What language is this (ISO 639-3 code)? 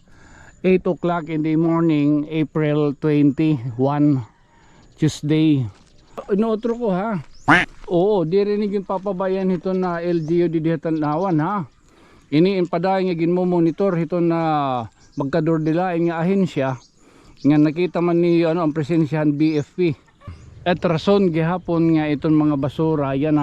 war